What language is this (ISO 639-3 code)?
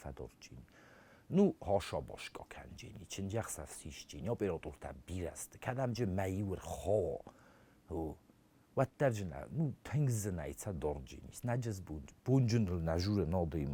oss